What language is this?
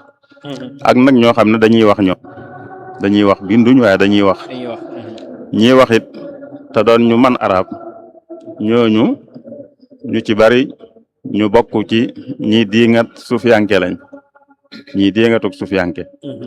Wolof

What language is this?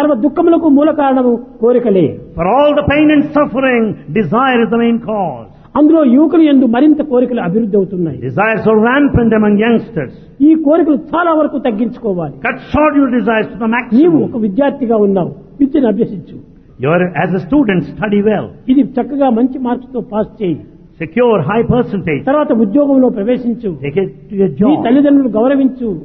Telugu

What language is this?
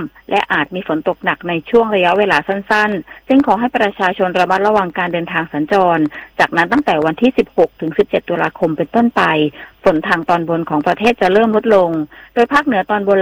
Thai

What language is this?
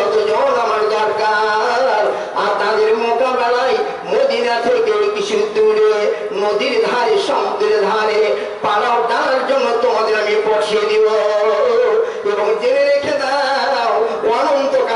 Bangla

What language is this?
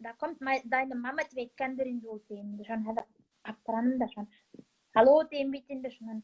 Bashkir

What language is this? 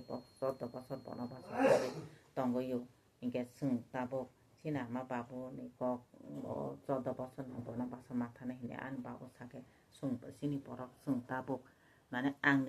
Kok Borok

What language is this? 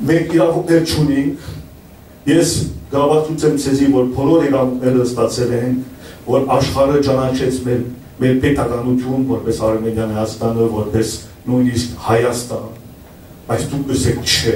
Western Armenian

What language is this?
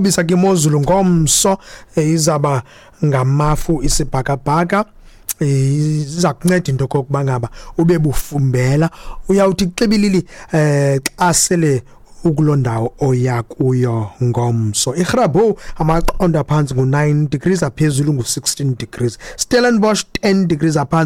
Xhosa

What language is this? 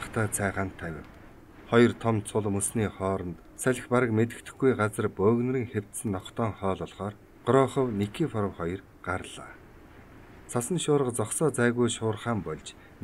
Mongolian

